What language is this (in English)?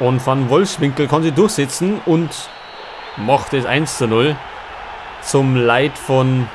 Bavarian